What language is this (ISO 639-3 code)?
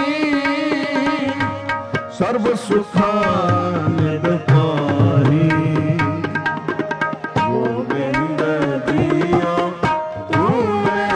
pan